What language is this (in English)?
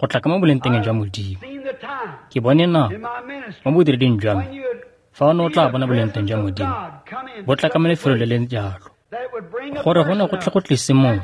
Tswana